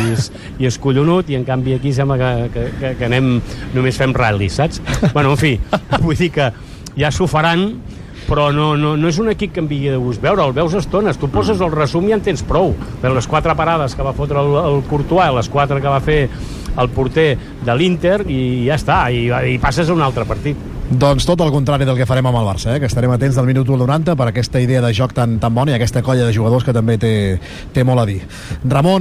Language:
Catalan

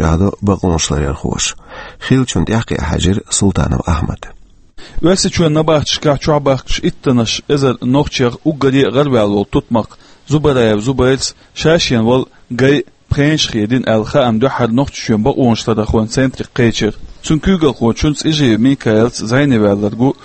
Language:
Chechen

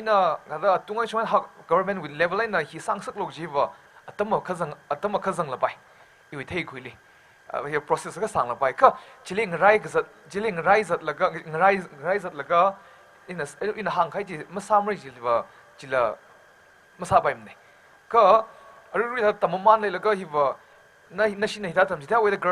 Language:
Tangkhul Naga (India)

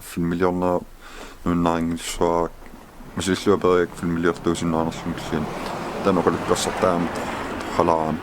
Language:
Kalaallisut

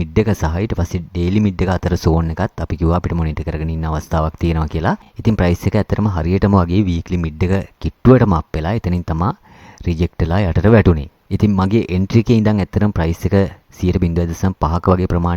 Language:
Sinhala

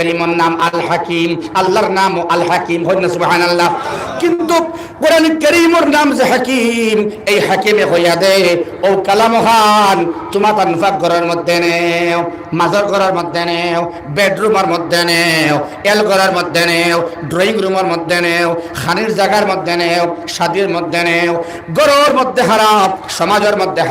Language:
Sylheti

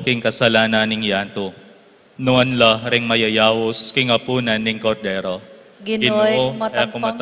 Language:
Pampanga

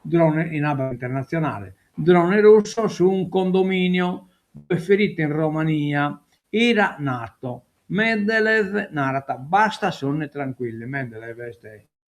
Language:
Sardinian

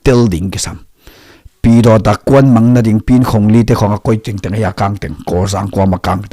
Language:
Tedim Chin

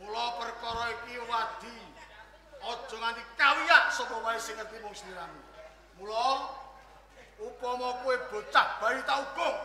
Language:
Javanese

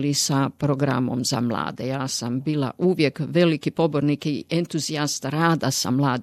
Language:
Croatian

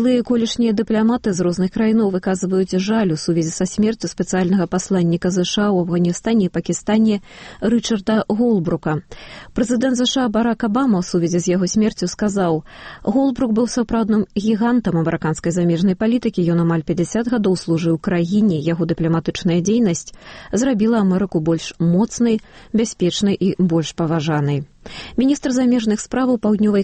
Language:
Belarusian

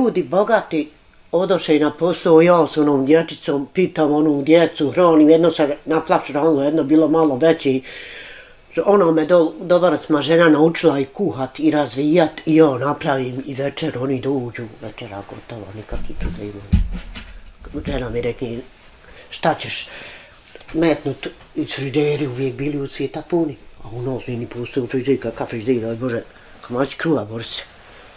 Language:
Bosnian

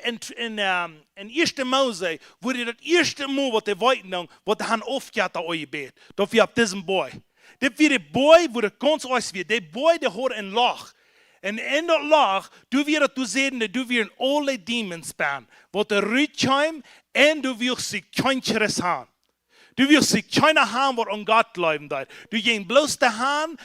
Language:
Plautdietsch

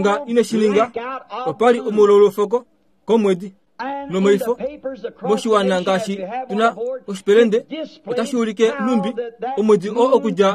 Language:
Kuanyama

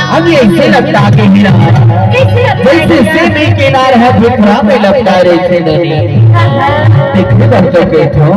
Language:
Chhattisgarhi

